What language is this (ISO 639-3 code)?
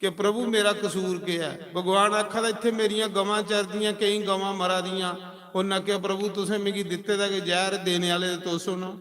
doi